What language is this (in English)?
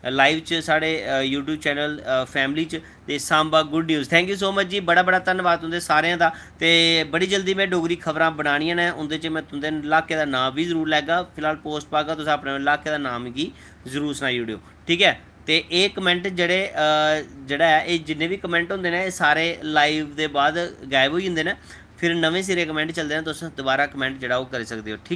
Dogri